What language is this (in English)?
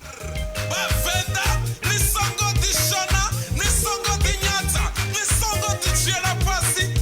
Venda